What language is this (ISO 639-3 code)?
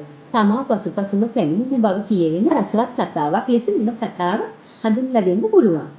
sin